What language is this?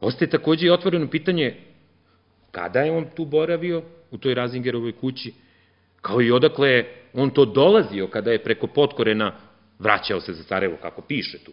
Serbian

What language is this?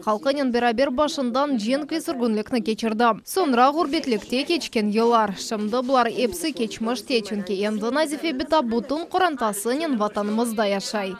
Crimean Tatar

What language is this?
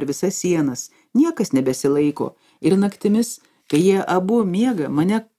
Lithuanian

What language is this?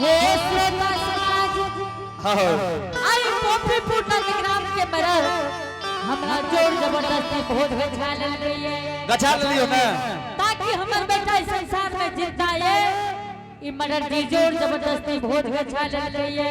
Angika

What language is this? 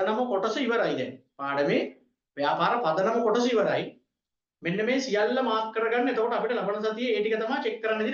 Sinhala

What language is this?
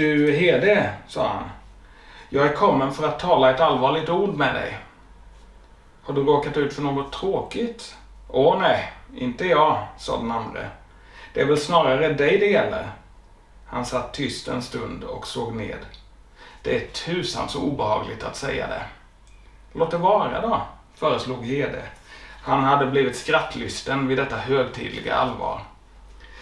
Swedish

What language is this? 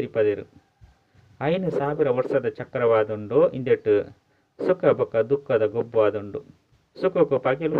Tulu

